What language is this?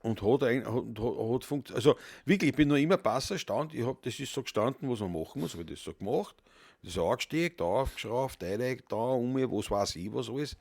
Bavarian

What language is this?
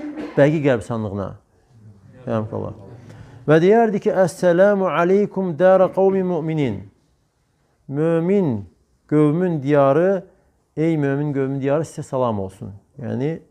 Azerbaijani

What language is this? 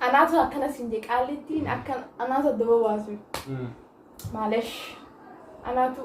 Oromo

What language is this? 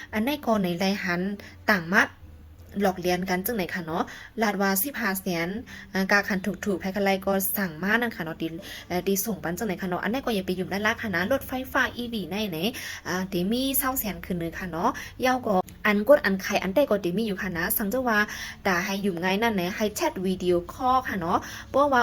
Shan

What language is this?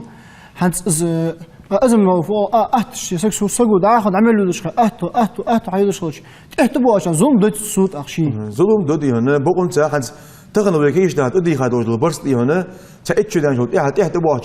Ingush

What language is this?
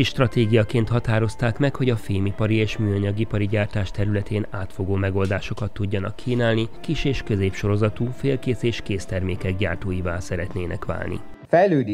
Hungarian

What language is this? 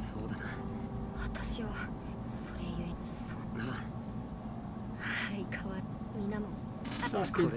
Japanese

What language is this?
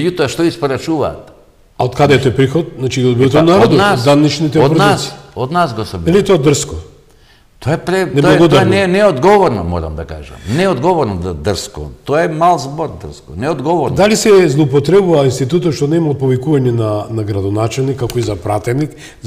Macedonian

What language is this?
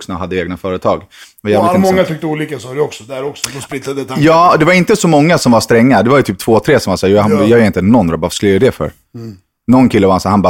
Swedish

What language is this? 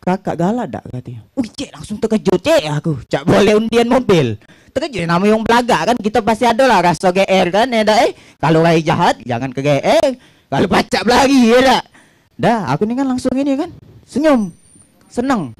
Musi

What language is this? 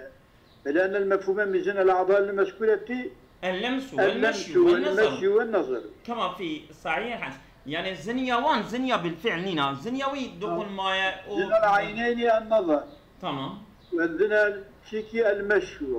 Kurdish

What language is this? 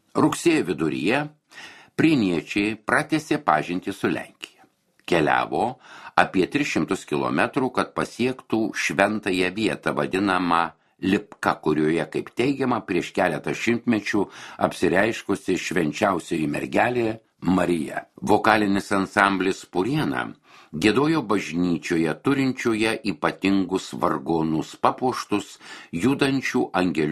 Lithuanian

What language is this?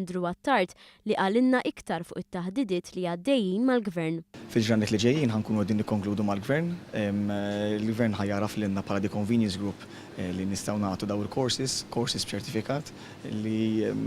Maltese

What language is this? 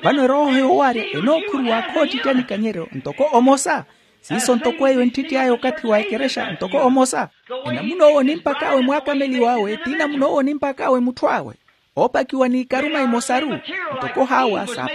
Makhuwa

